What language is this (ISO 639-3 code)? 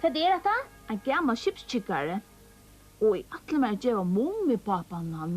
fao